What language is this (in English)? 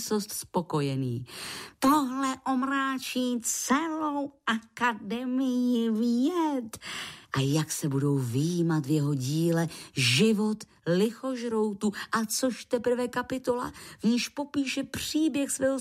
Czech